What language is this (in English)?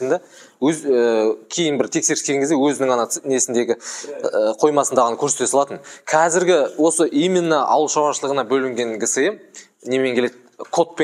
Kazakh